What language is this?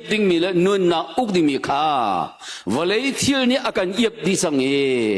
Hakha Chin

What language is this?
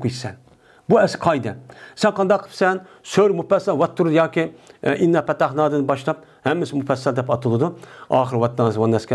Uyghur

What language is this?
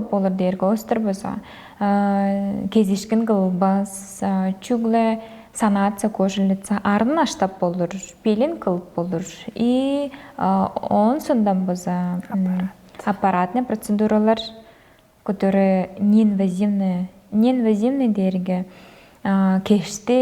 Tuvinian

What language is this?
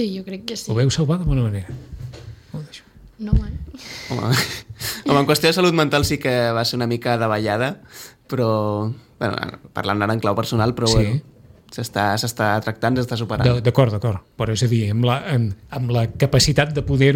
Catalan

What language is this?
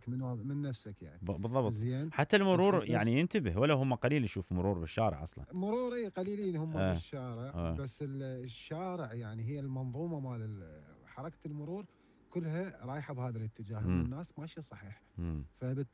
Mesopotamian Arabic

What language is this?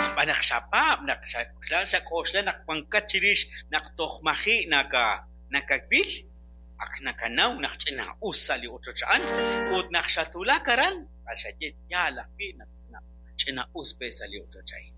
Kekchí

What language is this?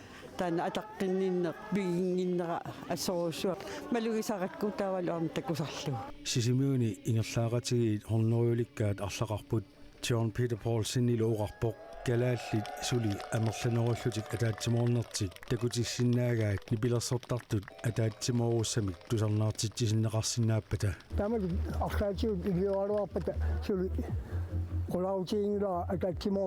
Kalaallisut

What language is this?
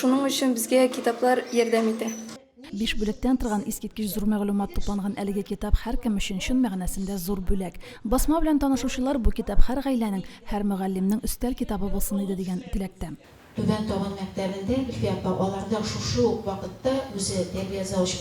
Tatar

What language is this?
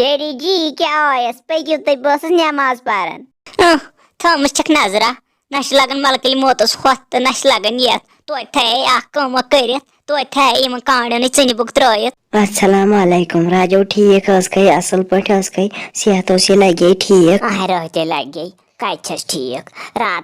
Kashmiri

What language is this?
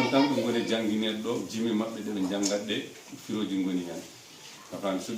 Fula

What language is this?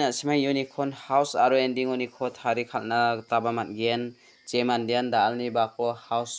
Garo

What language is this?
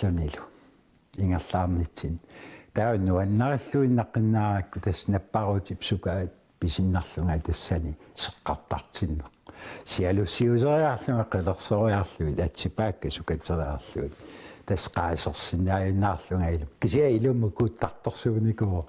Kalaallisut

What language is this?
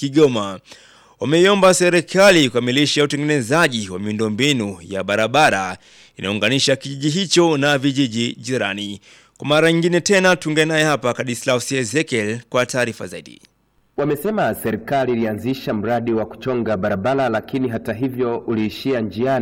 Swahili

